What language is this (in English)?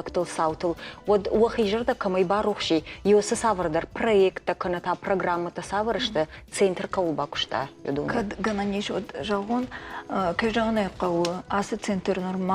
Ossetic